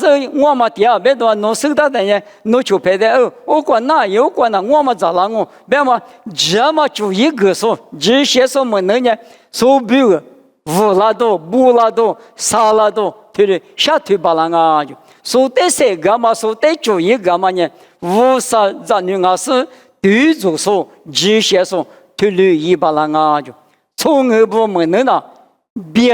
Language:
Lisu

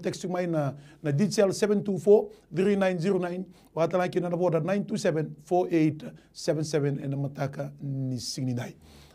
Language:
Fijian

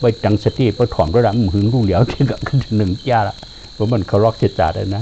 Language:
Shan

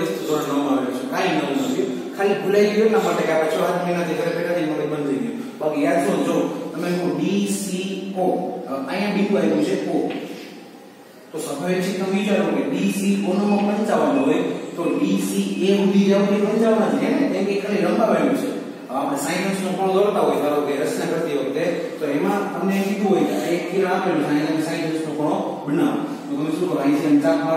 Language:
Gujarati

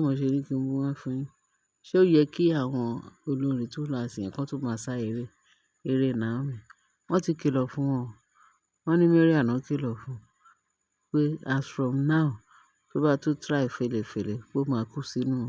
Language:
Yoruba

